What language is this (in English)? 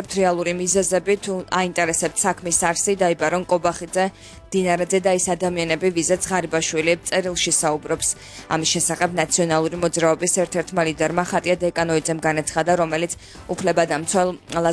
Georgian